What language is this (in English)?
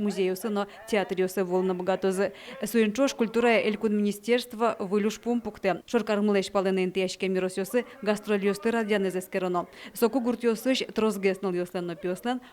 Udmurt